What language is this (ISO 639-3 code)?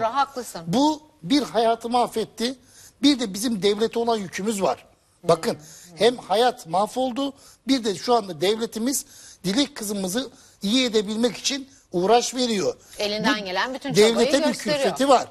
tur